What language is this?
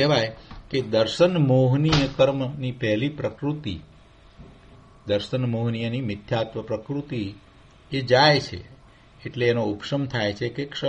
Gujarati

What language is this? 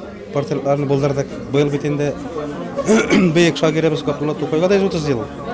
Tatar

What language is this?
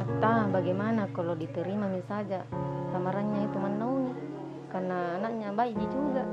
Makassar Malay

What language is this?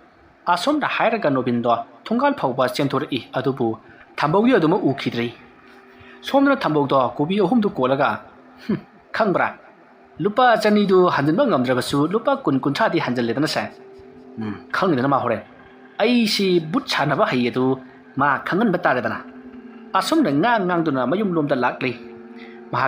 Manipuri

